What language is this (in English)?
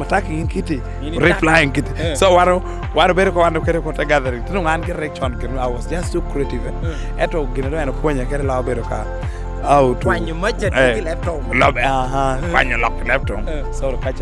Lango (Uganda)